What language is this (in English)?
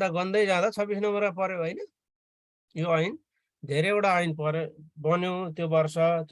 Nepali